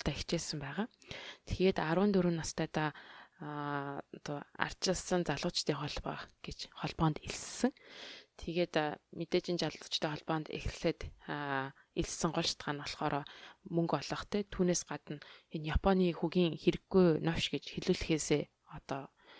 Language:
Mongolian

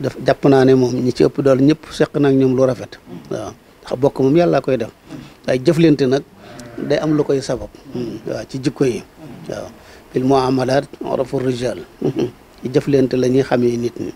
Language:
Wolof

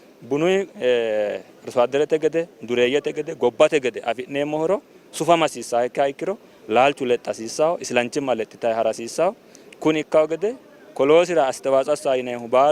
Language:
Sidamo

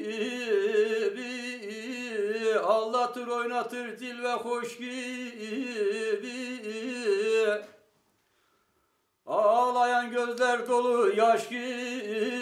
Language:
Turkish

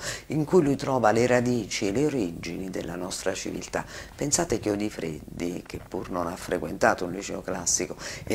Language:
Italian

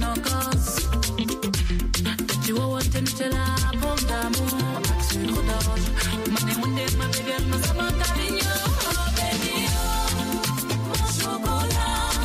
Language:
Swahili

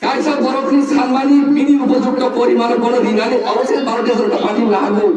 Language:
Riang (India)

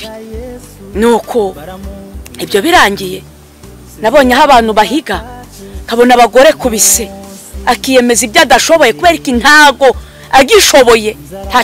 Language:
Kinyarwanda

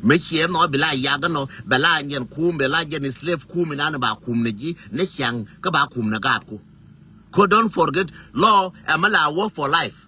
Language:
Nuer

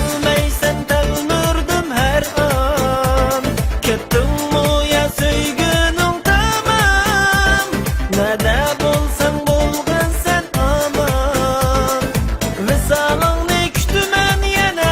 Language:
Uyghur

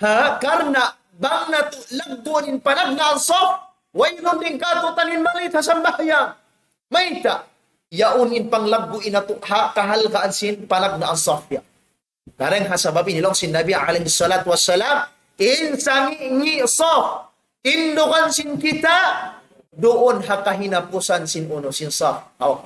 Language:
Tausug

